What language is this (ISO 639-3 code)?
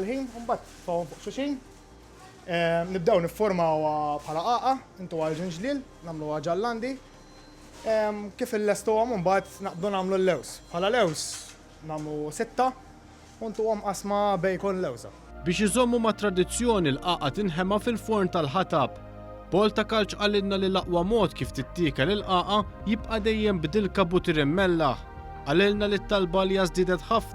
mlt